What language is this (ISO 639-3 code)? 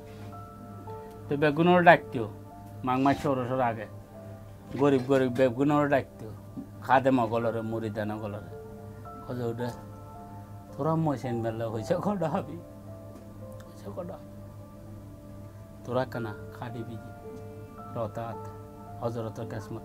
ben